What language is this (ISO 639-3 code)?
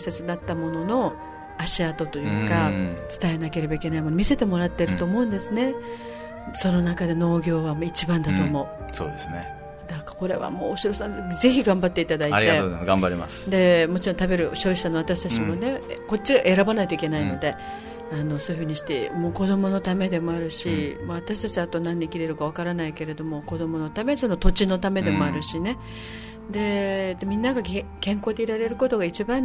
jpn